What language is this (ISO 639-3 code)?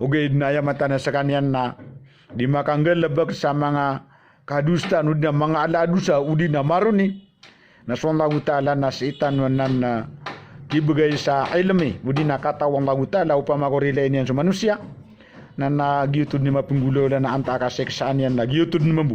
mrw